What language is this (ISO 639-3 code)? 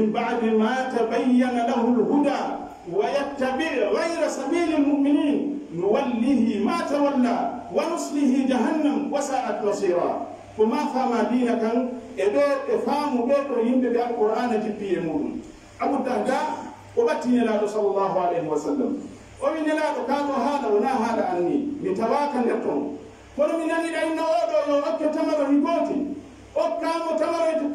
fuf